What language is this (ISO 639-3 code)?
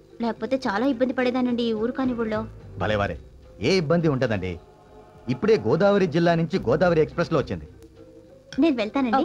tel